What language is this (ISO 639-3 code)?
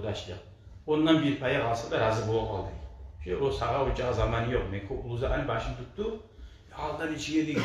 kum